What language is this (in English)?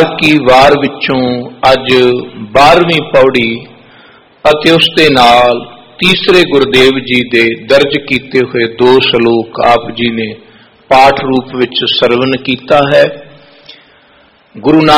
Punjabi